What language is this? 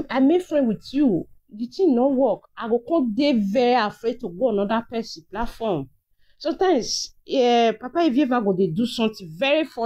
Nigerian Pidgin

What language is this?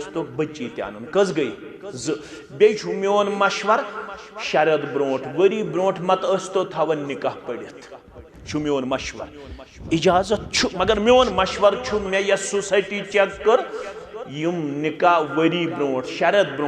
Kashmiri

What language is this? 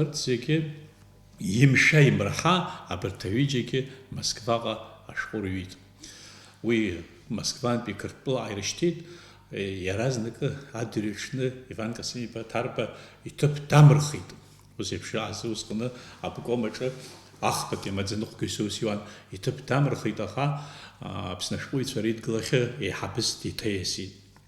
Abkhazian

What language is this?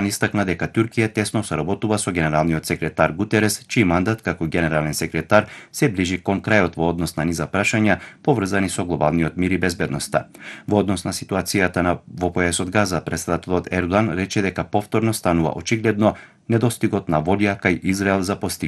Macedonian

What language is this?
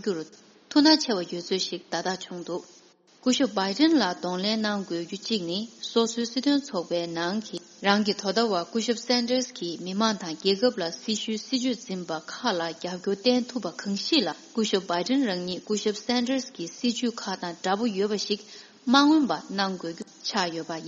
Tibetan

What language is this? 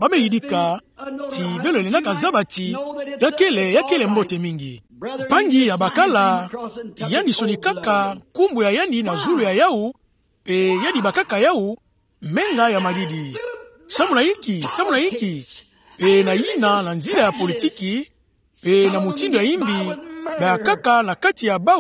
Kituba (Democratic Republic of Congo)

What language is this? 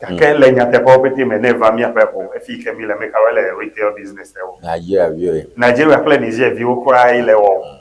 Ewe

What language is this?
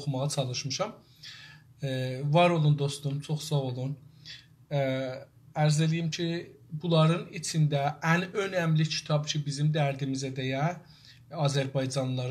South Azerbaijani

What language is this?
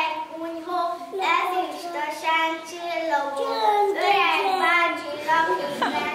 Hungarian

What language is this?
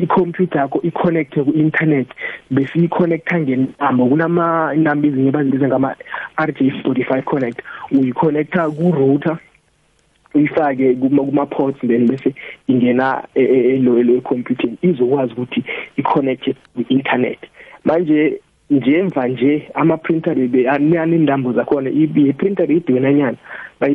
South Ndebele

